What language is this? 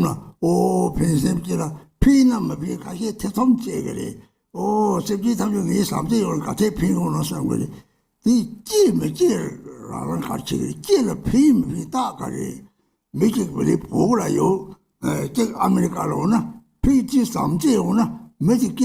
Tibetan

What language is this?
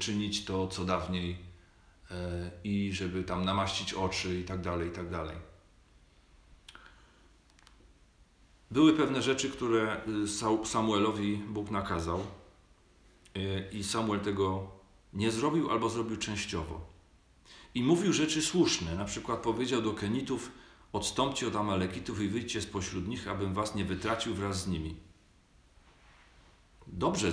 Polish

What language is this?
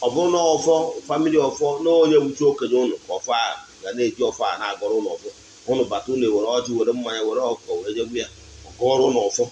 Igbo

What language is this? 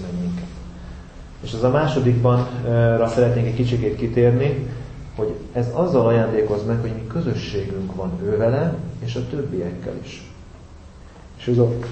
Hungarian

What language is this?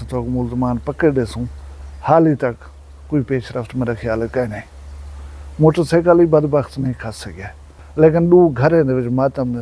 Saraiki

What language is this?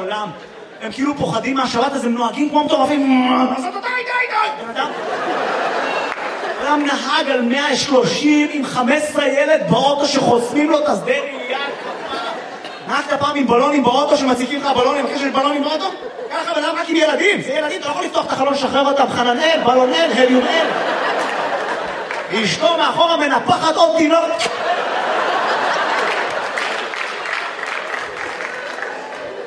Hebrew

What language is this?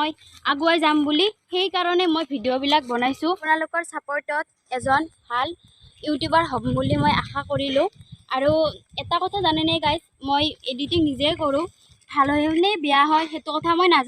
Assamese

